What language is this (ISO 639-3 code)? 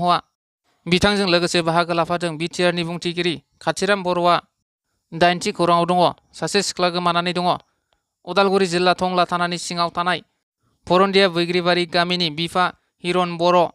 brx